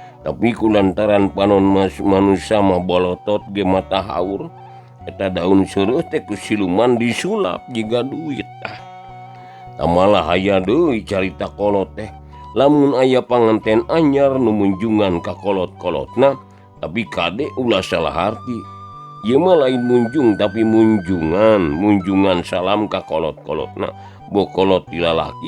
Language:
Sundanese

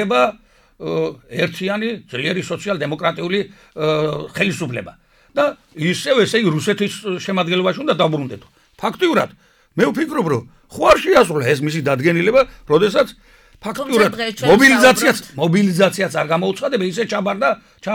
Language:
Georgian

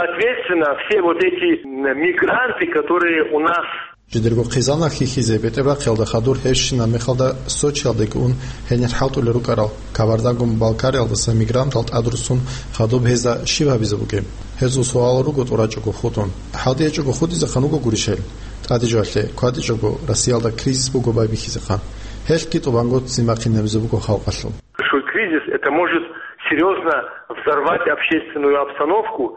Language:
Avaric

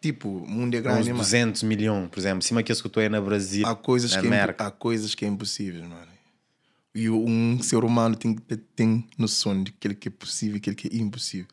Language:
Kabuverdianu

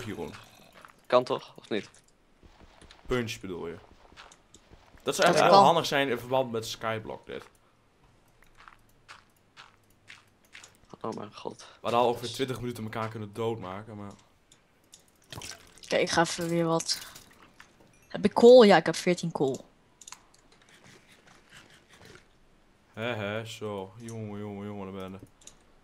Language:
Dutch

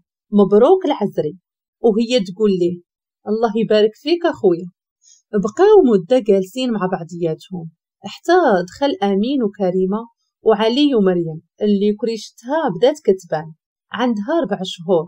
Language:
Moroccan Arabic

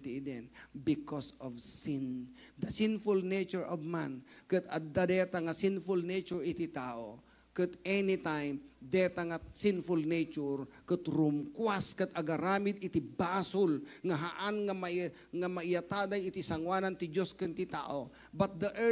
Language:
Iloko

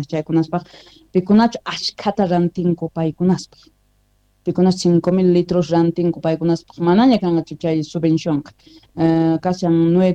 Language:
South Bolivian Quechua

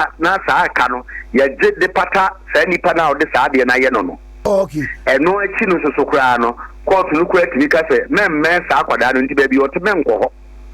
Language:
Akan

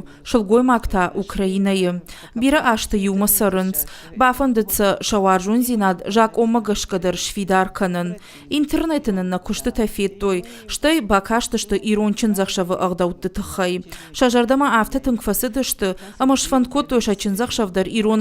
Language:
Ossetic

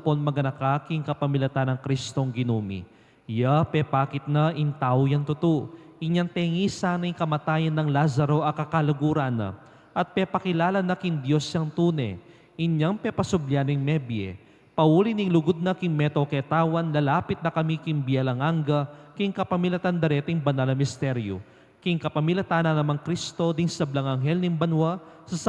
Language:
Pampanga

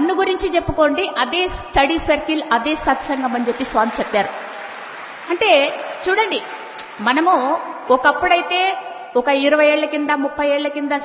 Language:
Telugu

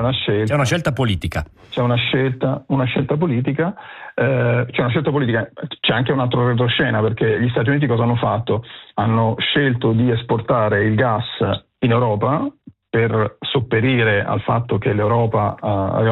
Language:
Italian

